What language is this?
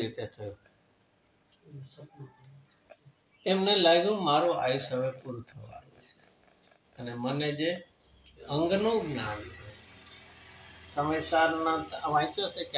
Gujarati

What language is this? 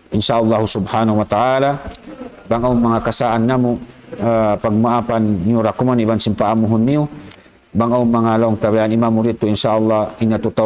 Tausug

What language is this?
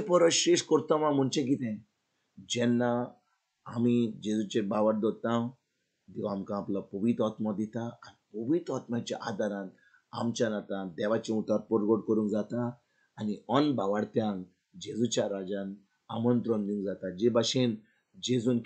Konkani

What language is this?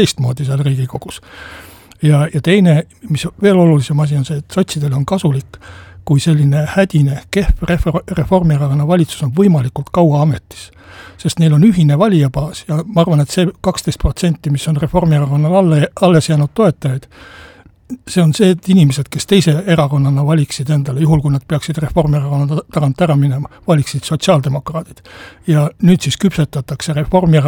Estonian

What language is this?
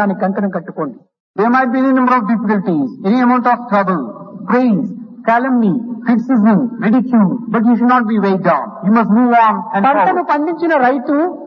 Telugu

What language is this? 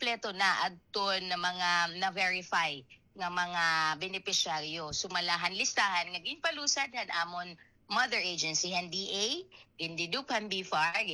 Waray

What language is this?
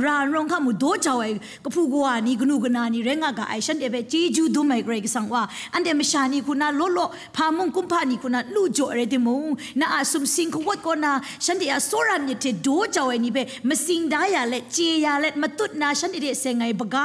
Kachin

